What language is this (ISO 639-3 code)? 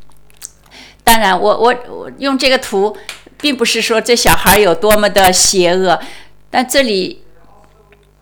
zho